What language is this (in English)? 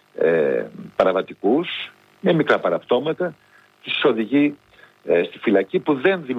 Greek